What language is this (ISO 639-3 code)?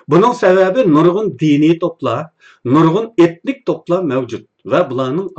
uig